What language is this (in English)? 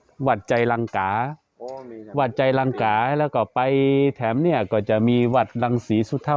Shan